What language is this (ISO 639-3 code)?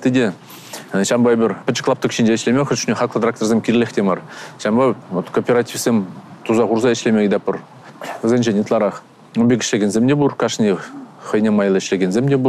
chv